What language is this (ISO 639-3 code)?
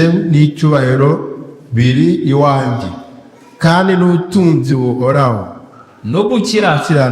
kin